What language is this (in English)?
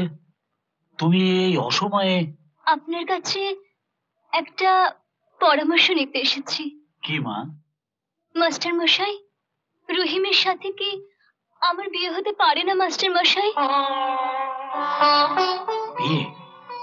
Bangla